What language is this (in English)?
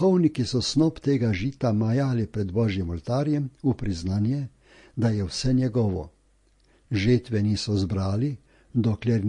Slovenian